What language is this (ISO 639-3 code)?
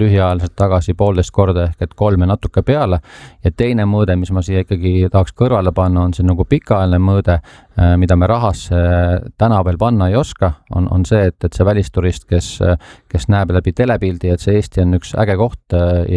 est